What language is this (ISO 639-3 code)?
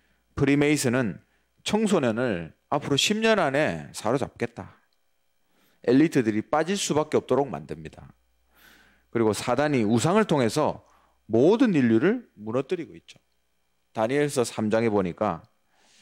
kor